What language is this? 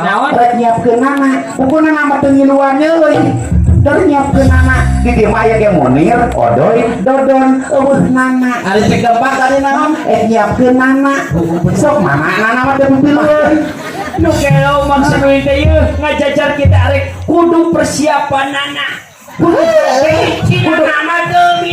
Sundanese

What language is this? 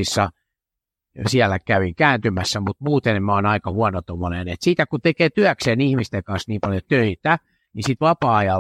Finnish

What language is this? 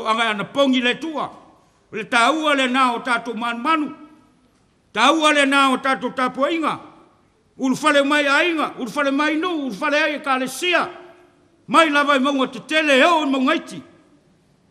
Samoan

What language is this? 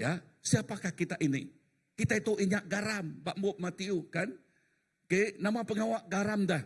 Iban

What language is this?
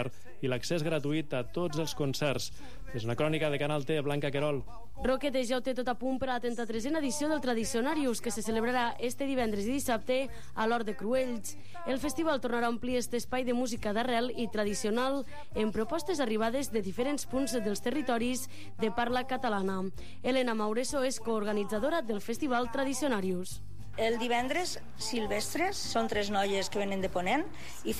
Catalan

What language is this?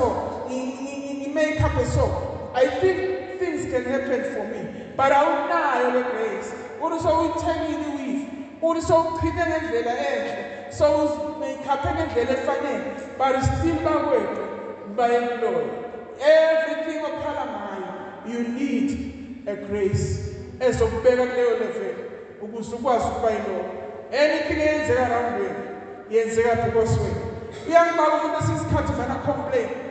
Zulu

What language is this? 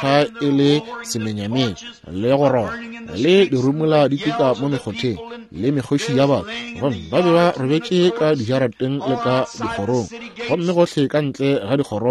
Northern Sotho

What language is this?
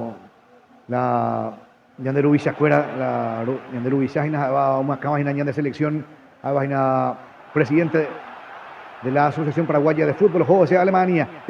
Guarani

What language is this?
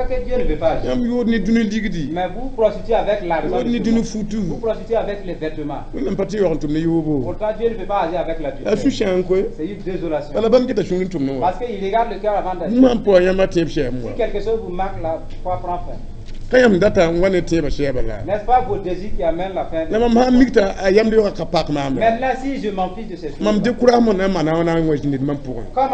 Mossi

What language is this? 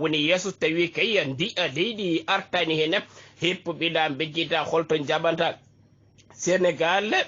Fula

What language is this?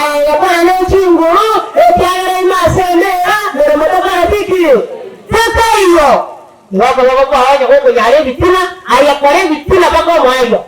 Gusii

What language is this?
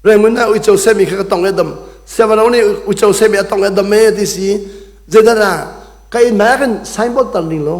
Hakha Chin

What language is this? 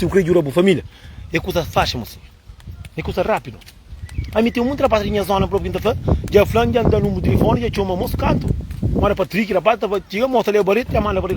Kabuverdianu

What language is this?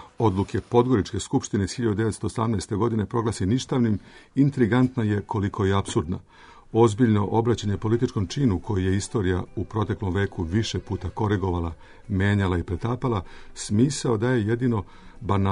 Bosnian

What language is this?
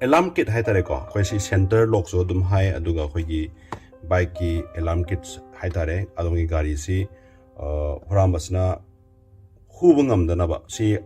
Manipuri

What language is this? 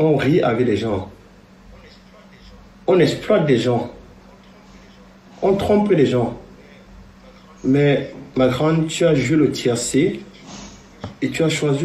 French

